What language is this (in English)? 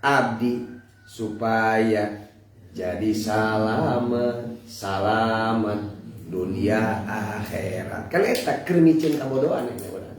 Sundanese